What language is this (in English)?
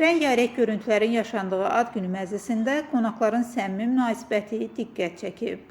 Azerbaijani